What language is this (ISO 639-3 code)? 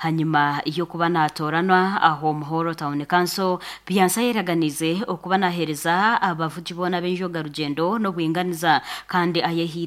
nyn